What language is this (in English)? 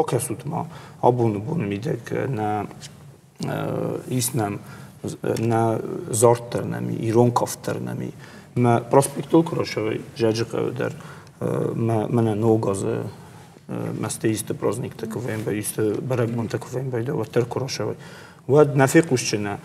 Ossetic